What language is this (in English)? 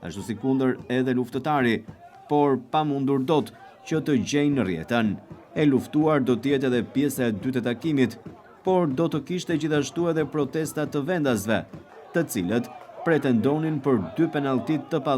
Albanian